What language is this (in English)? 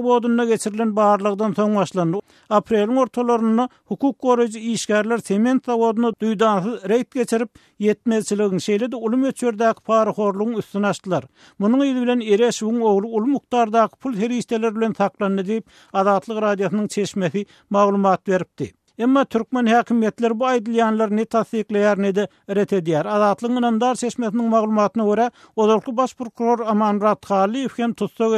Turkmen